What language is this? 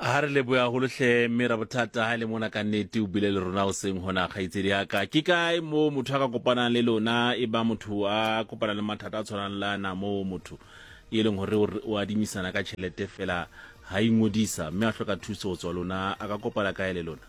Southern Sotho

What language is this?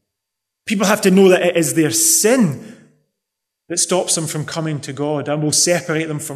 English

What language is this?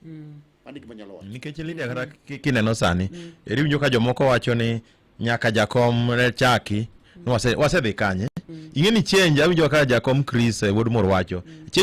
Luo (Kenya and Tanzania)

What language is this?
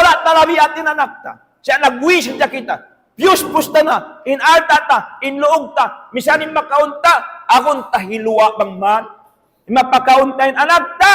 Tausug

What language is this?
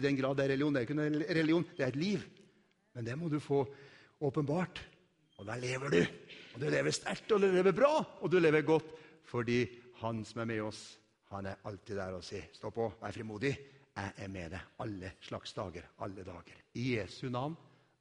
Norwegian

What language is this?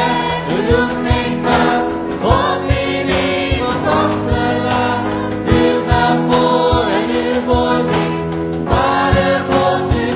Dutch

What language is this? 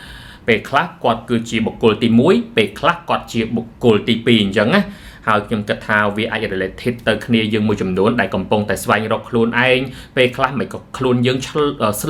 Khmer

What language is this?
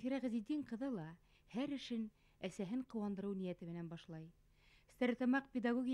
Bashkir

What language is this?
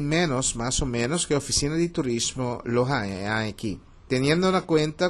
Papiamento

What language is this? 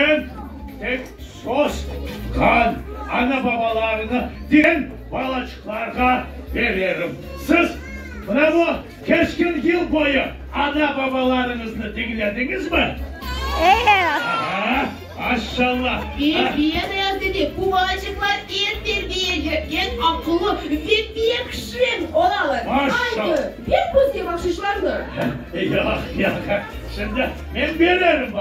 Crimean Tatar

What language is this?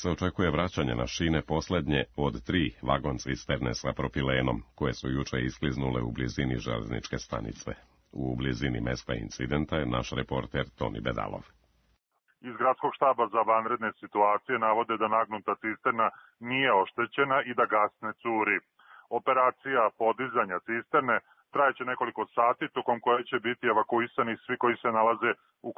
Serbian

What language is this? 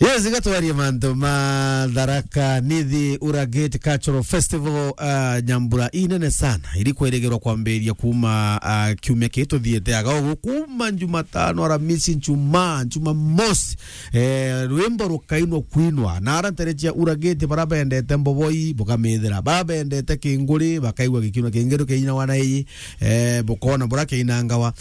Meru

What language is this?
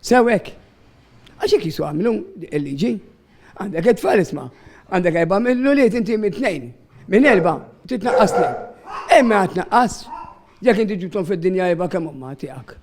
Maltese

